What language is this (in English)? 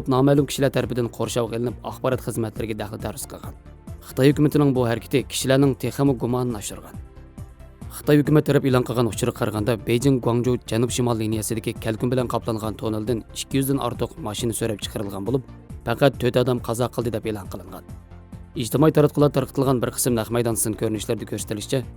Uyghur